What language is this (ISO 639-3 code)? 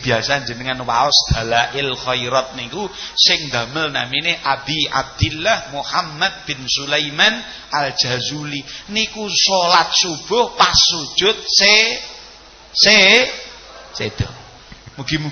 jav